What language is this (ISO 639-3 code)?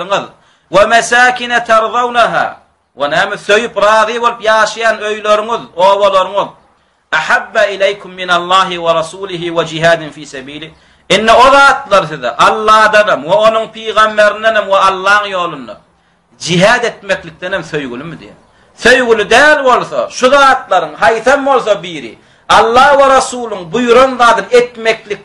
tuk